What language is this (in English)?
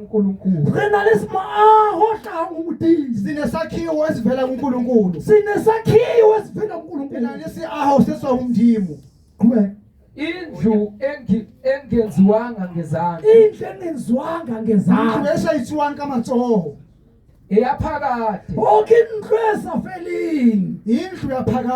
Zulu